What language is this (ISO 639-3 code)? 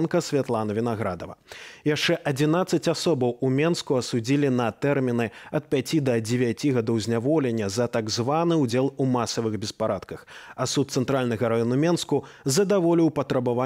bel